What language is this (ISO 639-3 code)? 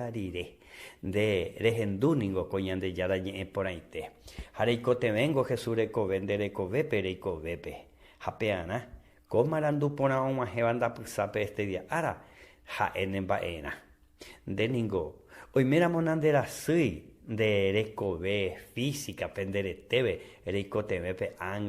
grn